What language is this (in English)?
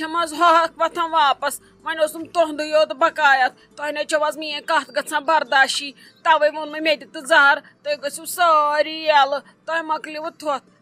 Kashmiri